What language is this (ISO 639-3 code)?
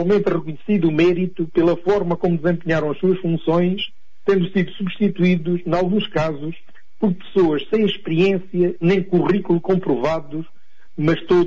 por